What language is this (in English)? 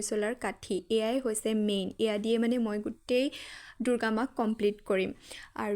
Assamese